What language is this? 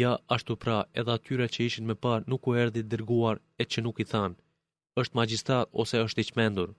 Albanian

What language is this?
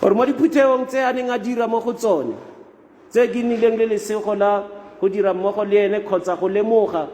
Tswana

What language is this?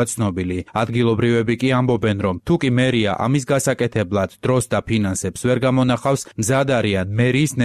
Georgian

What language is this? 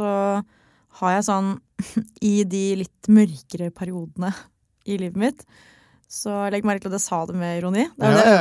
Norwegian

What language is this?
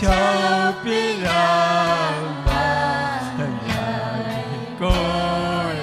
Ayacucho Quechua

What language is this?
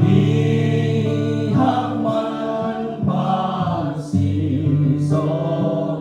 Tedim Chin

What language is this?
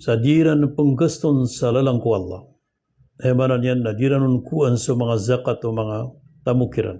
Maranao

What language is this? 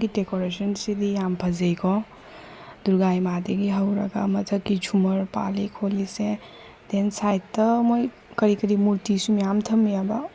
Manipuri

